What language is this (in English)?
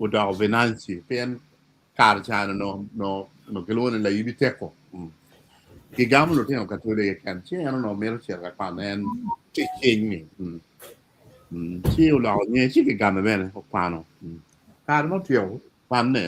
Acoli